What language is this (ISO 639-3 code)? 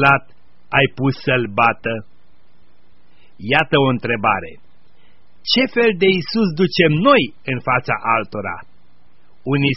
ron